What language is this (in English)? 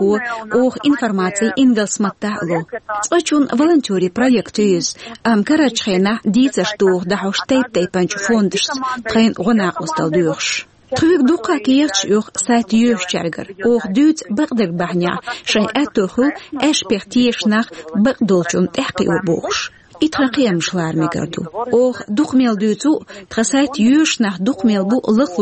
Chechen